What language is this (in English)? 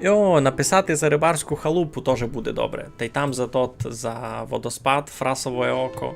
Rusyn